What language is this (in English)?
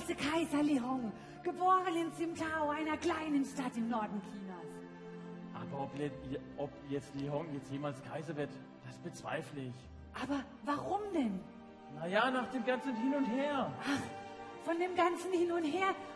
German